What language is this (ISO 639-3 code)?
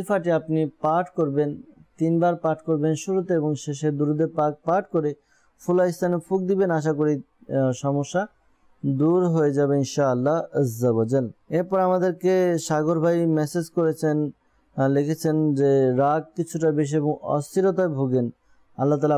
ben